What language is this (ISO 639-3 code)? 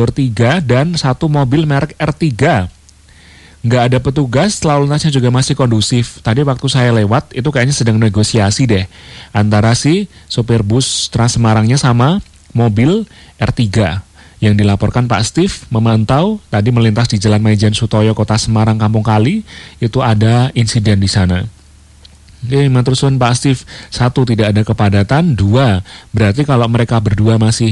ind